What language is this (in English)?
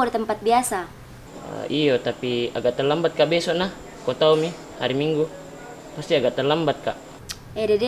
Makassar Malay